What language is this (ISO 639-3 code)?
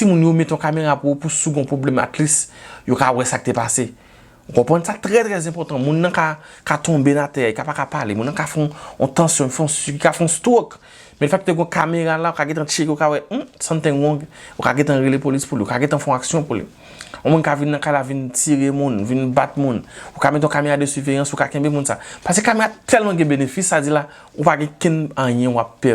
hat